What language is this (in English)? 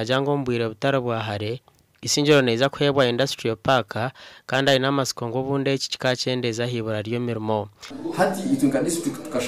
Nyankole